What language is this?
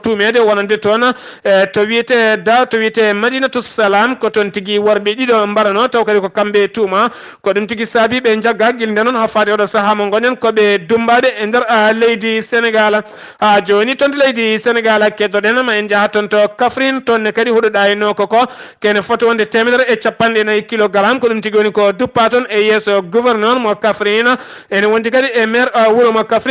Fula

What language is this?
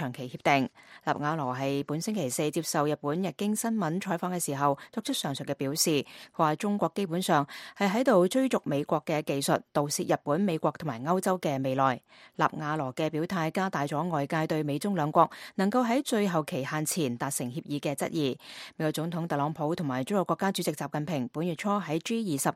Cantonese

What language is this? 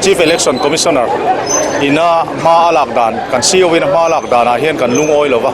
Mizo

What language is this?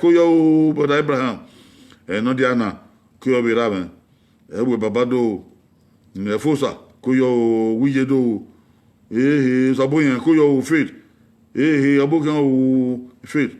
Bini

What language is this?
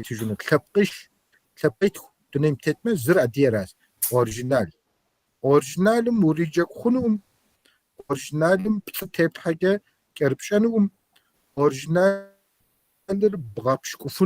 Kabardian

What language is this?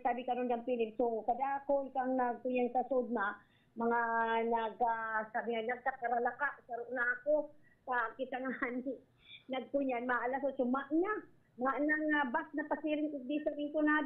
Bikol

